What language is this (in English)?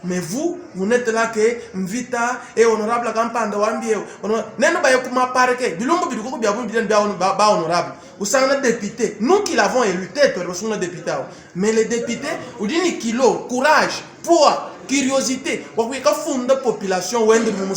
Luba-Lulua